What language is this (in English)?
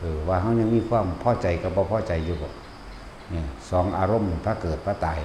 Northeastern Thai